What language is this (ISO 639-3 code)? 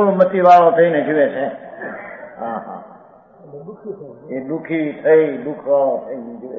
guj